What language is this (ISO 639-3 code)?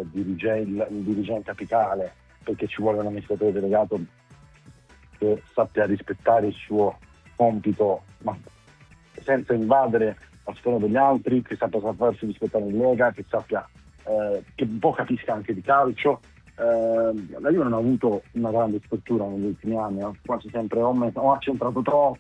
ita